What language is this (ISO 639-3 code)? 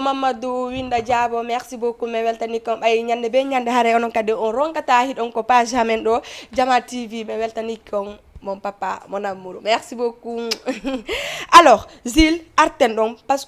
ful